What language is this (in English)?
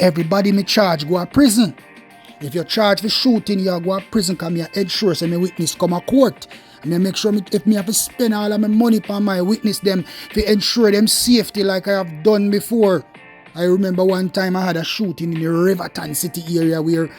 Jamaican Creole English